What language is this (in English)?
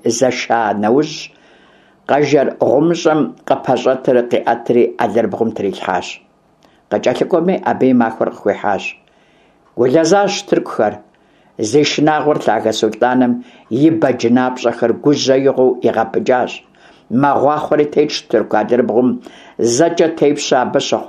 Kabardian